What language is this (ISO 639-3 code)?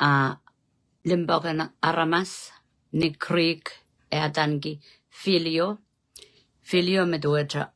pon